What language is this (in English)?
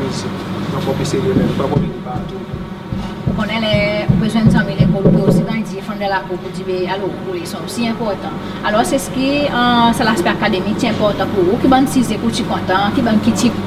Seselwa Creole French